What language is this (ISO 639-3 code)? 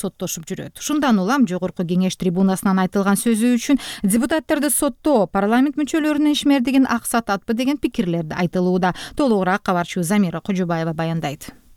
kir